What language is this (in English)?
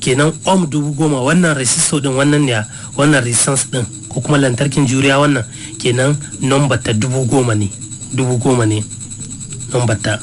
Hausa